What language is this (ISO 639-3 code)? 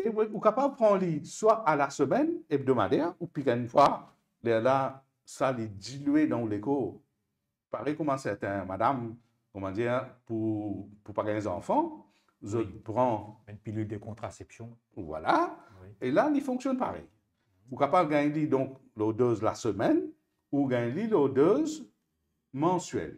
mfe